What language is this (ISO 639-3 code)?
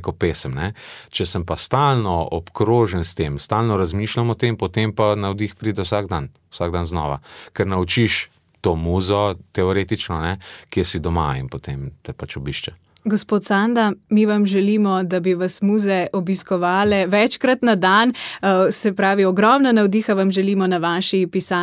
slv